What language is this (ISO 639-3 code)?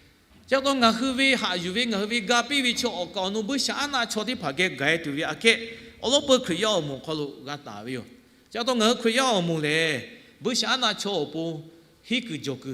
lhu